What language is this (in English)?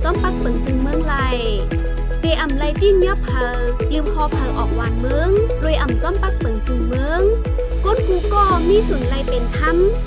Shan